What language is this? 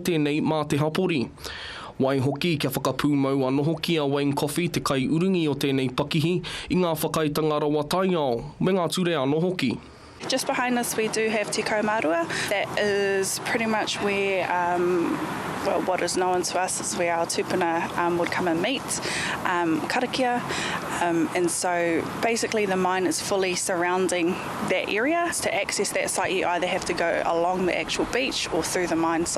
Māori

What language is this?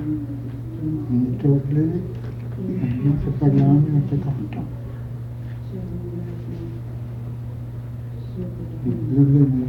Indonesian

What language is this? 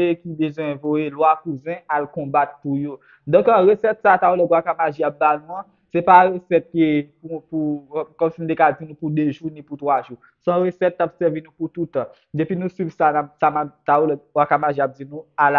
Haitian Creole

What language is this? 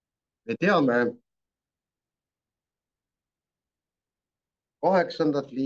Estonian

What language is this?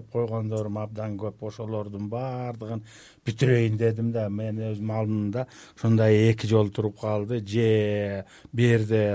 Kyrgyz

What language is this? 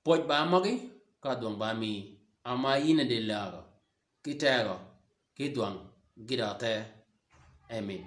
Shilluk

